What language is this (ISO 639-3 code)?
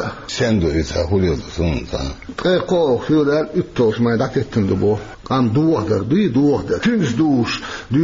che